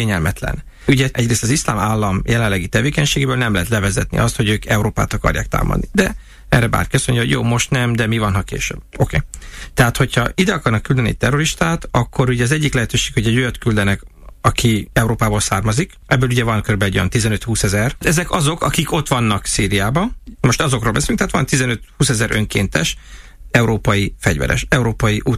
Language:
Hungarian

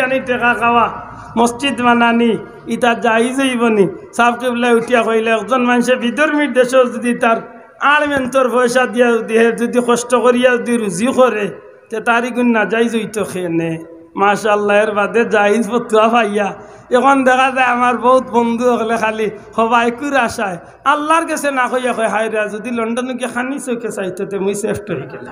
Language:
Sylheti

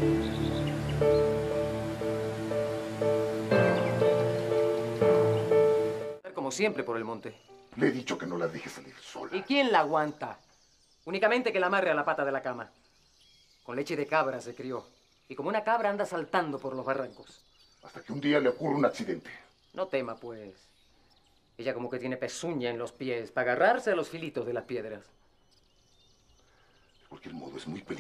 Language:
Spanish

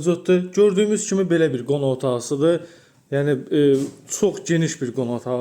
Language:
Azerbaijani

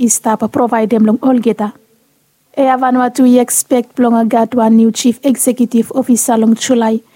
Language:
Bislama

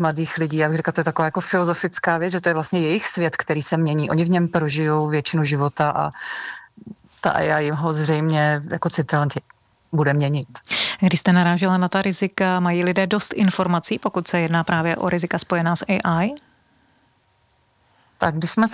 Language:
Czech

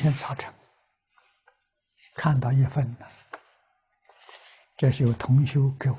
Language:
Chinese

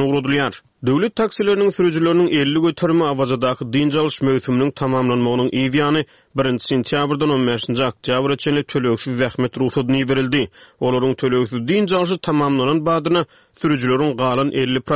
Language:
Turkmen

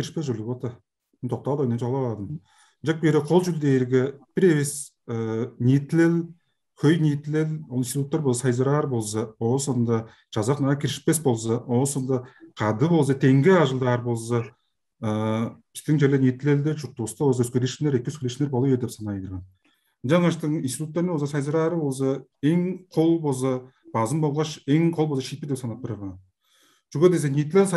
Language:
Tuvinian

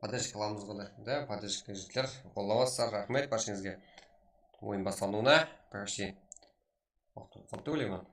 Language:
Kara-Kalpak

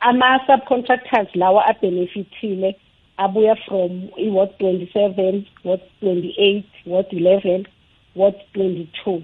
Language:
South Ndebele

